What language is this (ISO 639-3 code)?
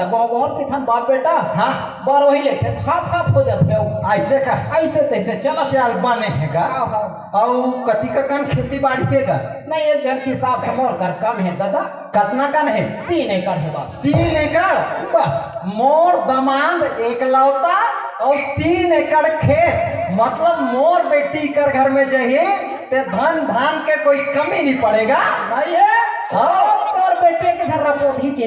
hne